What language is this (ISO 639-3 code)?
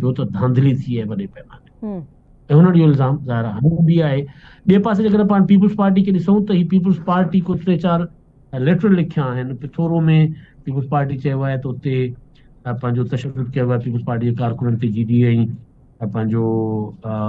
snd